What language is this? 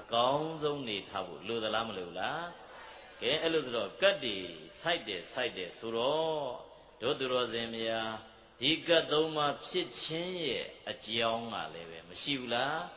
Burmese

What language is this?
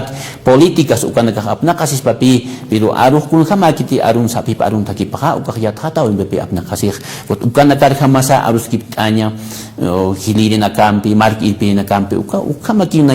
Aymara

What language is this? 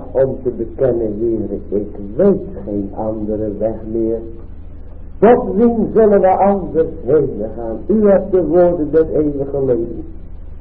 Dutch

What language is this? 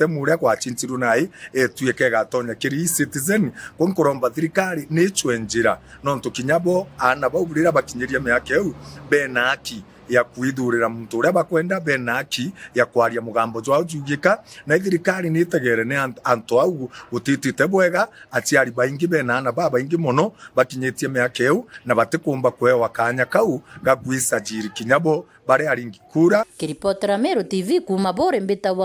Meru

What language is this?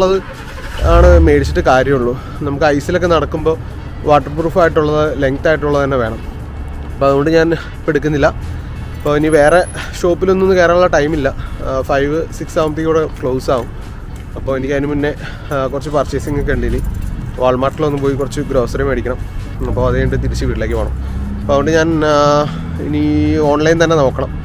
Malayalam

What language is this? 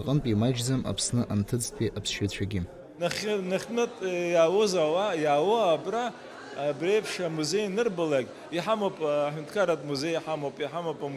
Abkhazian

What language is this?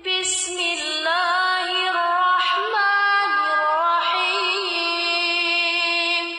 Chechen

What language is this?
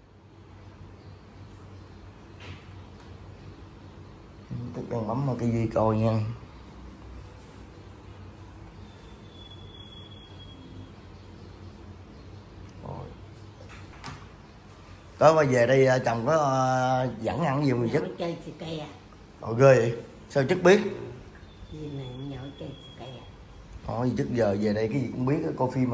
Vietnamese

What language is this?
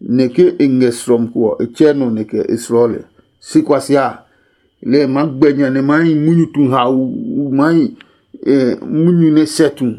Adangme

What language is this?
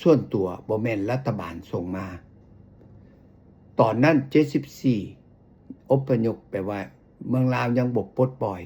Lao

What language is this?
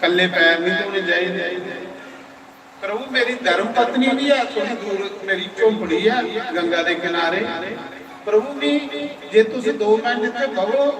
Dogri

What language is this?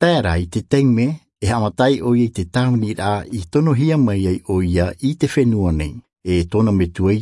Tahitian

